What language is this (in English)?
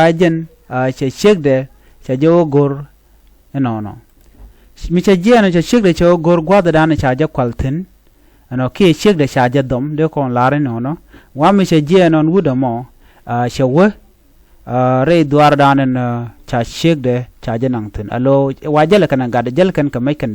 Nuer